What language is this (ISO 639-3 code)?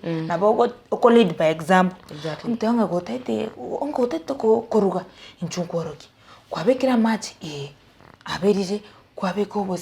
guz